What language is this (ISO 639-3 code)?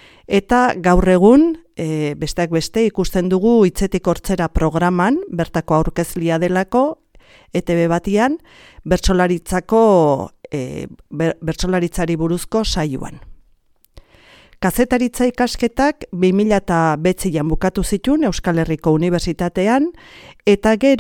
eus